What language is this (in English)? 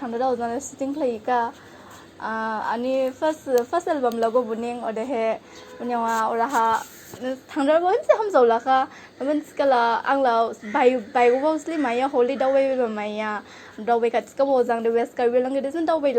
Dimasa